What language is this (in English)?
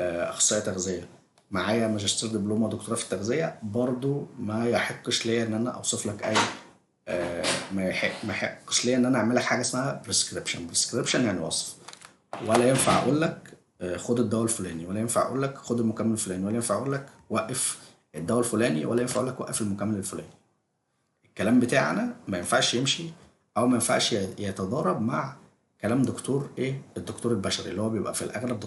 Egyptian Arabic